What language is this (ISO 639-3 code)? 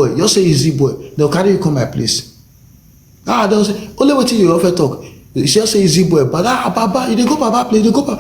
pcm